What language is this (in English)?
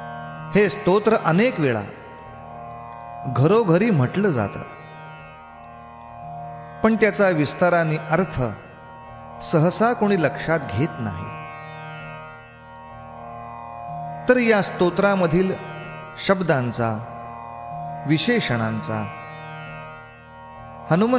Marathi